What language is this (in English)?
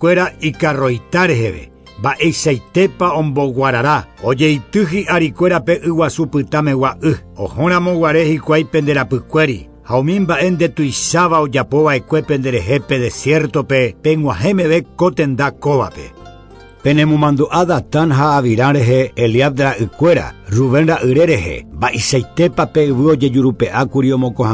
Guarani